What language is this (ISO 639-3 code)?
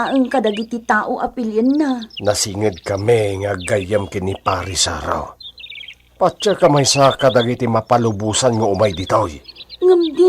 ilo